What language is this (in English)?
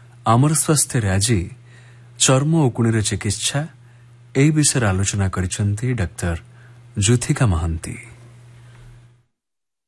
Odia